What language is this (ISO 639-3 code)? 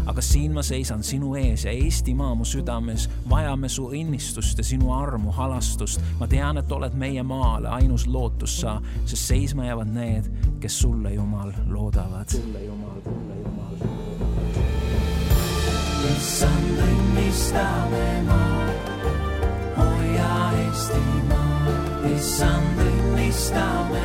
est